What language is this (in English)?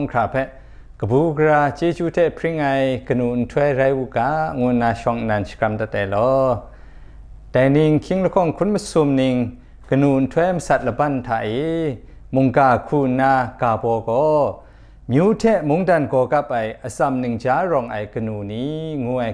Kachin